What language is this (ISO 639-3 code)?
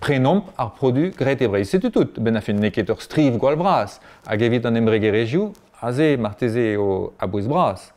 bre